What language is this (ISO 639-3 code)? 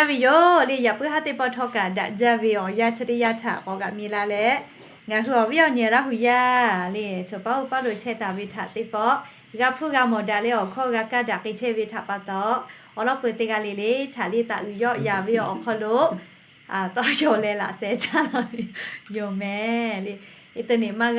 lhu